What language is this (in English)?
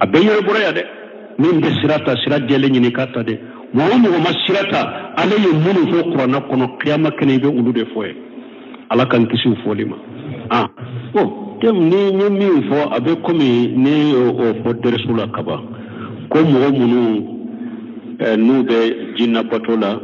Bambara